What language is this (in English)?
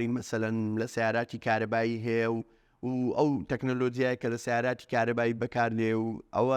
Central Kurdish